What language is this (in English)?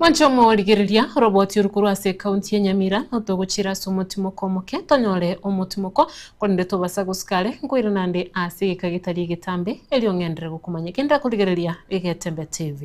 Gusii